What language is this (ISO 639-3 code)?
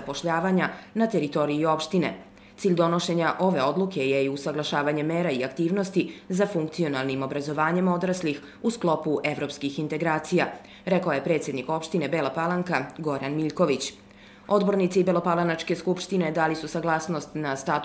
srp